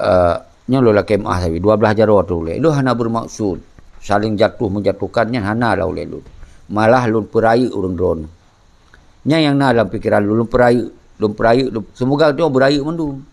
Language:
Achinese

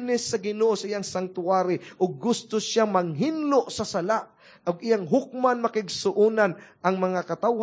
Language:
Cebuano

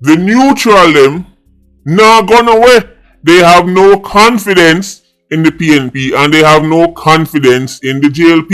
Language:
Jamaican Creole English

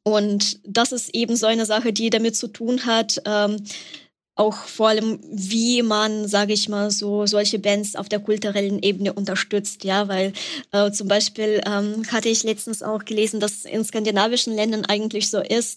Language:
German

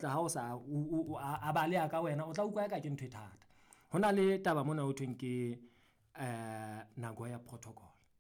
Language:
Southern Sotho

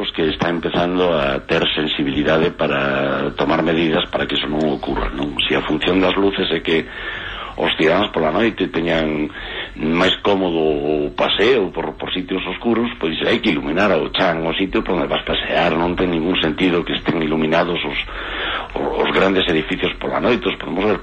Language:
Galician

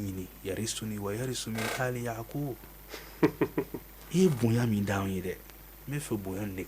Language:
Bambara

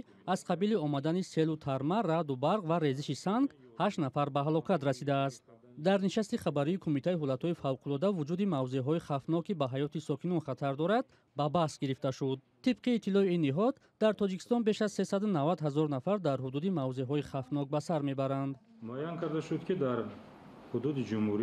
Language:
Tajik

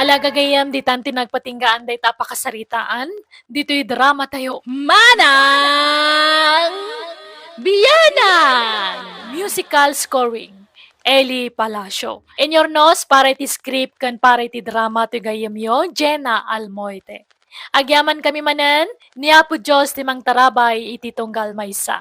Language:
Iloko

